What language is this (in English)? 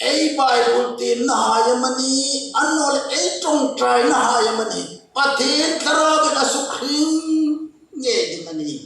Hmar